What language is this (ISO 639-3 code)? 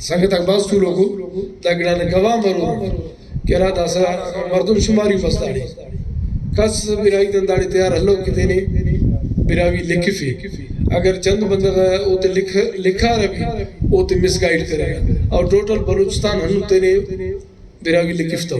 brh